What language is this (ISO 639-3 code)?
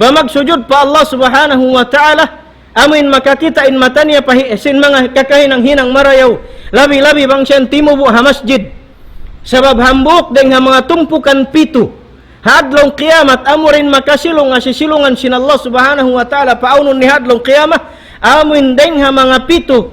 tsg